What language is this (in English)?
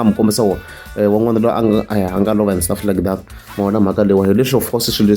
Tsonga